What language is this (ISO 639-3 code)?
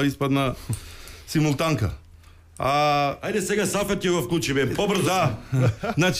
mkd